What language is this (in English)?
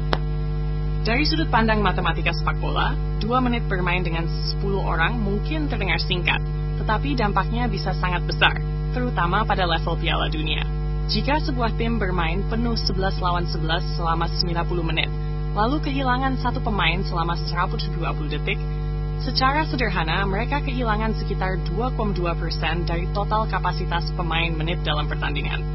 Indonesian